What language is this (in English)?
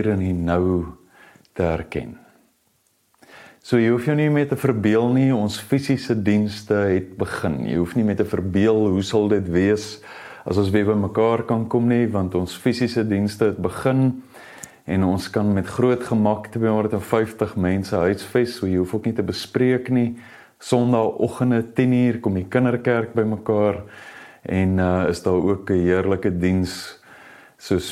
Afrikaans